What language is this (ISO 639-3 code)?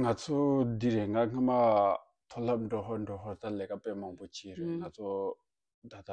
bod